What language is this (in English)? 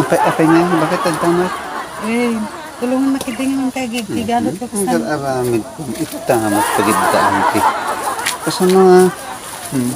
Iloko